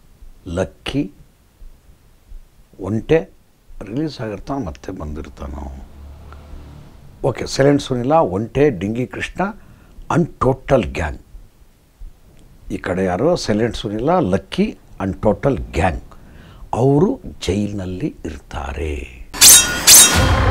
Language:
Kannada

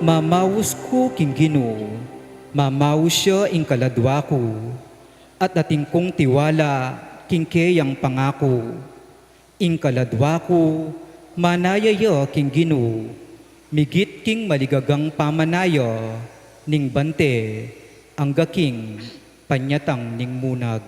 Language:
Pampanga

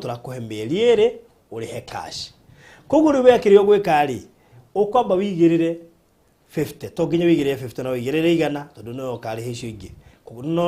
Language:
Kikuyu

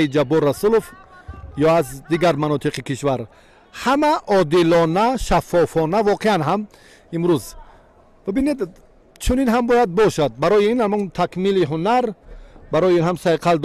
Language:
Tajik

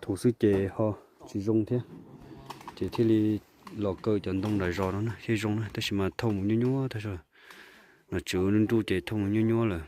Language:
Hmong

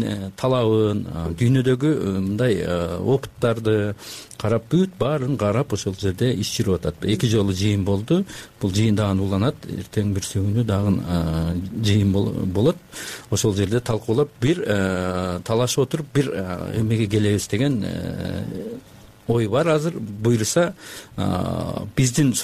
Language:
Kyrgyz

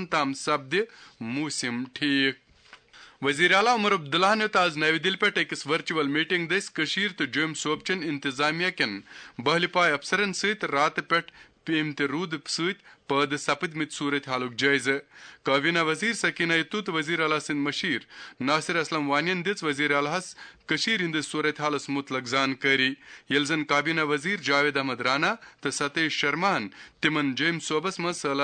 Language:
Kashmiri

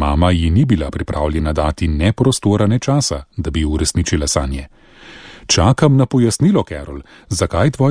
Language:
Slovenian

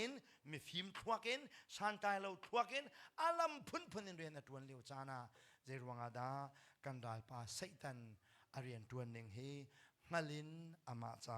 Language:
Hakha Chin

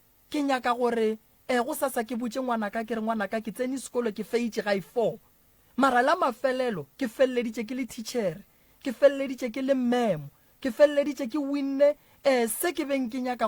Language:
Northern Sotho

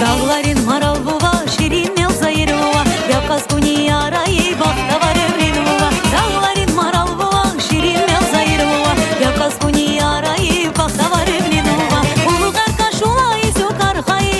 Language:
Tabassaran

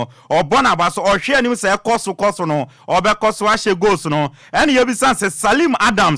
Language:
Akan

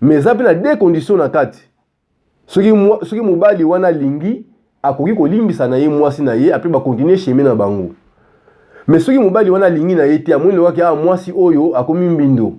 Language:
Lingala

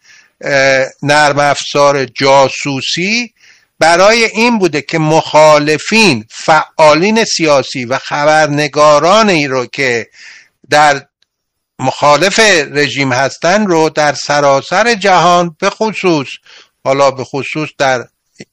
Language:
Persian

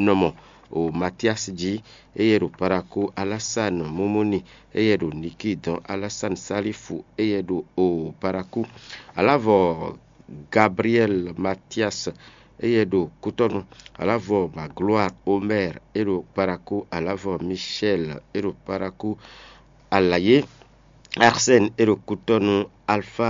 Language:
Fon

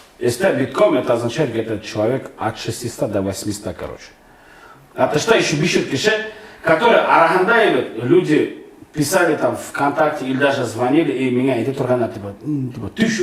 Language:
Bashkir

